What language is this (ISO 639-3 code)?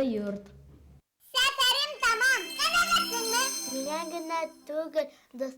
bak